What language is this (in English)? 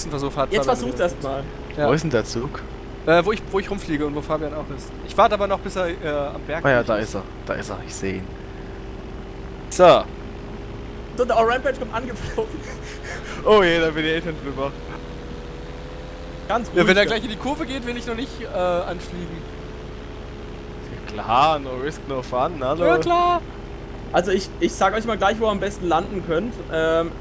German